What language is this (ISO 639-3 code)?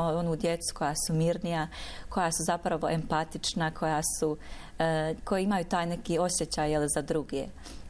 bos